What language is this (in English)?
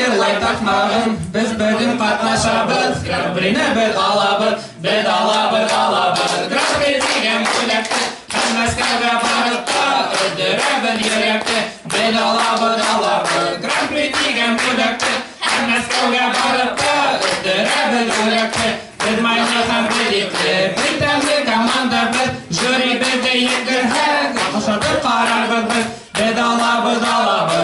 Bashkir